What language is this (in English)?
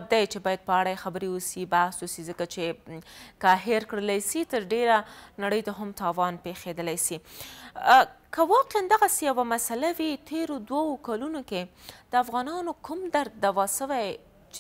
Pashto